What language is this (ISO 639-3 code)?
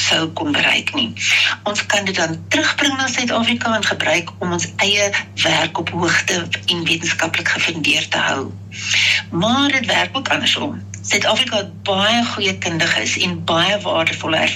afr